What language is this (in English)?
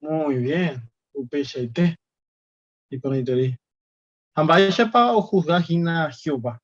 Guarani